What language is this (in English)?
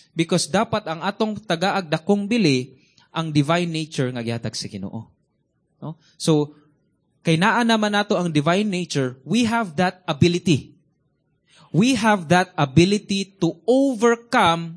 Cebuano